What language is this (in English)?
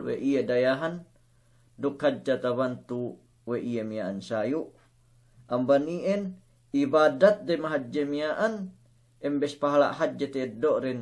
Yakan